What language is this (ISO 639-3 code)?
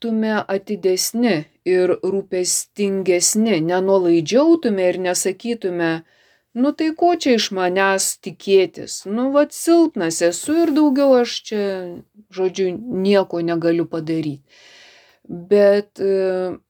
lit